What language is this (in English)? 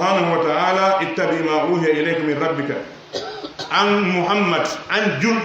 Pular